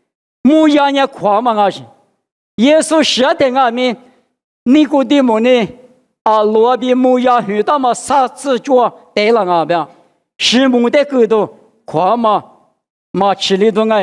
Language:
Lisu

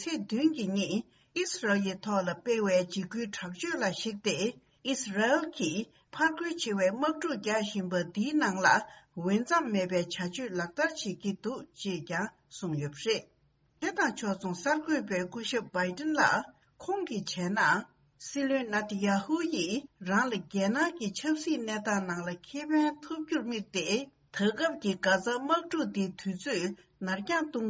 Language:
Tibetan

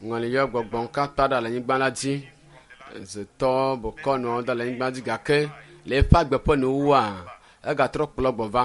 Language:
Ewe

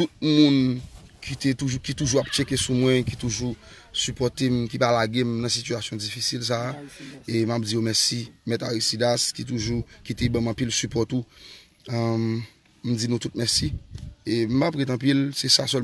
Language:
Haitian Creole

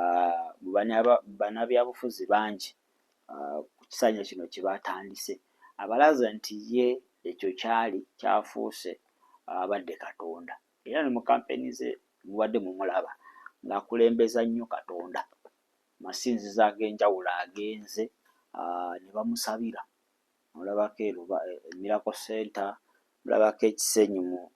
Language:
Ganda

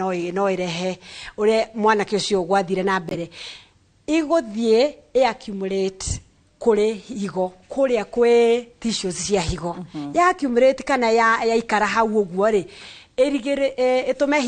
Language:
Kikuyu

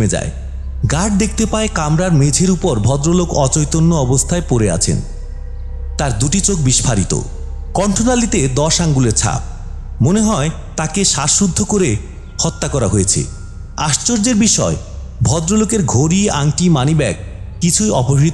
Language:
Bangla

